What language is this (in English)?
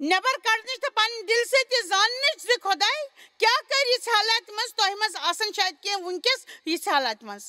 Kashmiri